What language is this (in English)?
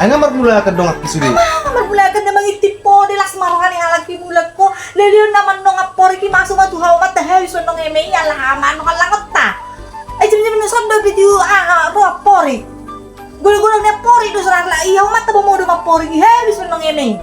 Batak Toba